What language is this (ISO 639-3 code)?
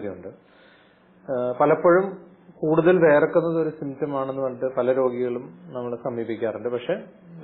mal